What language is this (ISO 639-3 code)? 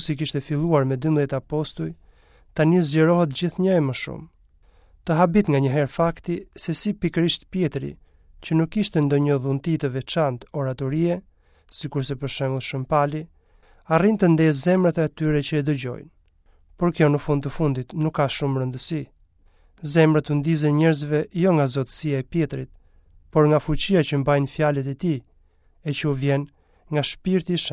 sqi